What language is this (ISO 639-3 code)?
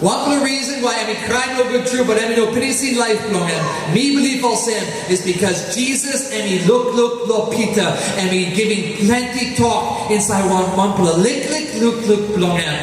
tpi